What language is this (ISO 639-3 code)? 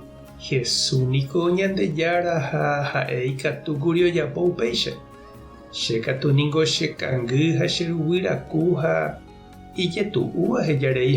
grn